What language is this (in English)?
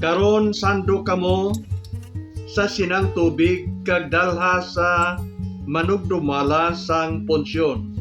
Hiligaynon